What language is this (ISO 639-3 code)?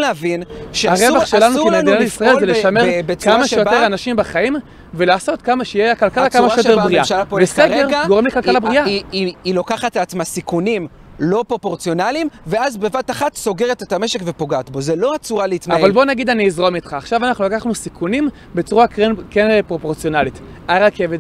heb